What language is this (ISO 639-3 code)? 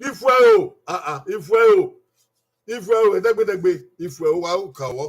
bin